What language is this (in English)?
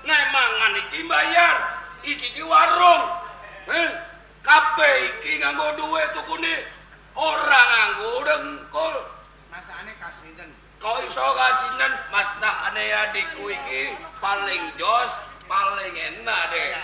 Javanese